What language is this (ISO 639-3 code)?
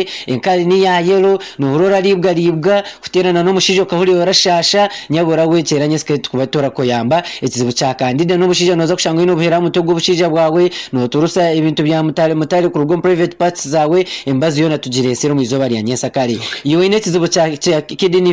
nyn